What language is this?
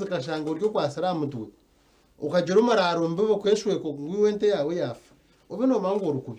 Nyankole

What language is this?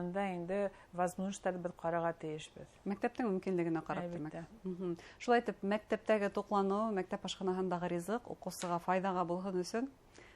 Bashkir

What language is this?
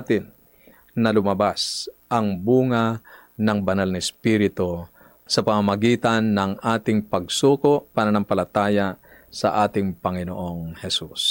Filipino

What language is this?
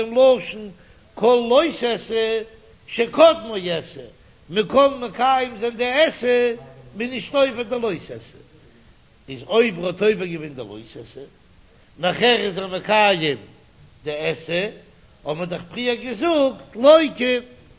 Yiddish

